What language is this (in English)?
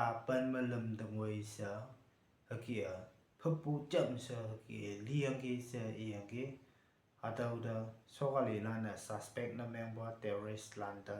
Konyak Naga